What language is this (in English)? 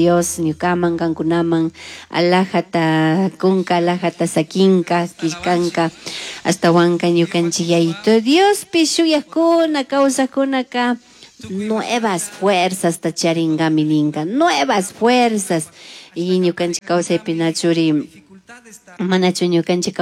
Chimborazo Highland Quichua